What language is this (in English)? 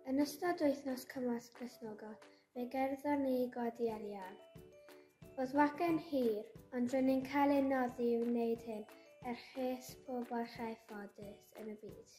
Welsh